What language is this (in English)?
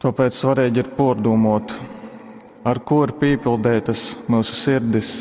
Latgalian